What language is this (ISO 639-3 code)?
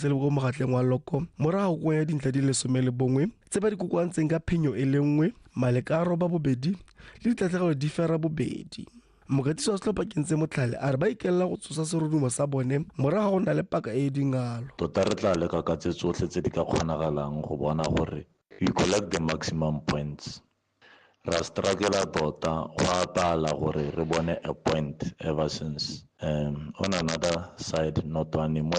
tsn